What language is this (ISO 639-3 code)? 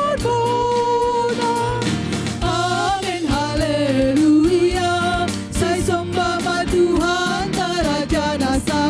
bts